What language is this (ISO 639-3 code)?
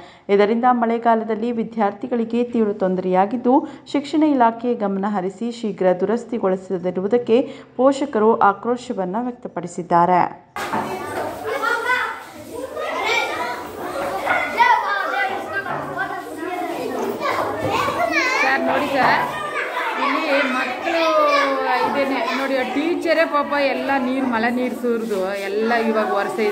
kan